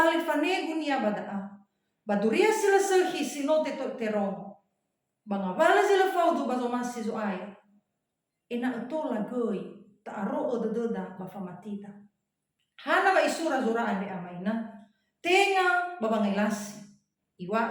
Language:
Nias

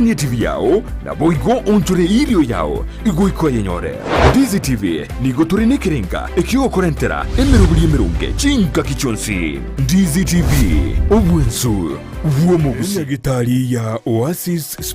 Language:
Gusii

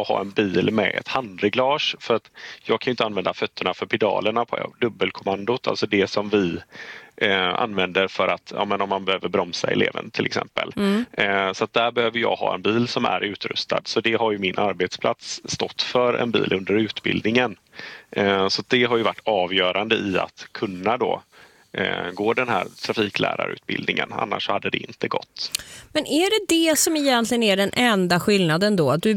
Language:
Swedish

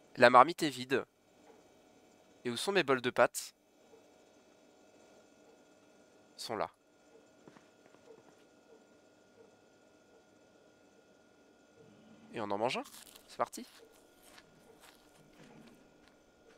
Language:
French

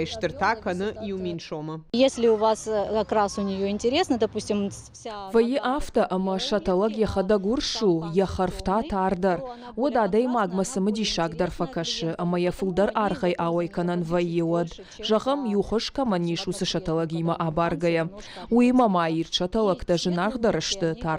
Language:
Ossetic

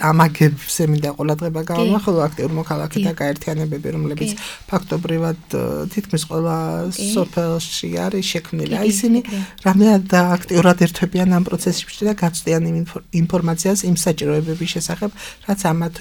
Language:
Georgian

